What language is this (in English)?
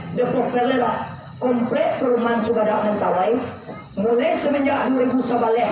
Minangkabau